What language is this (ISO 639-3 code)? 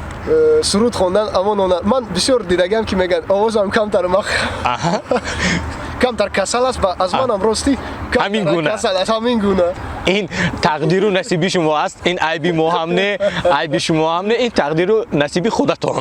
tgk